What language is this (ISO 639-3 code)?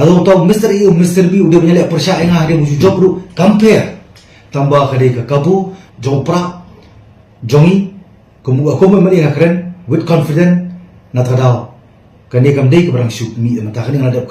kha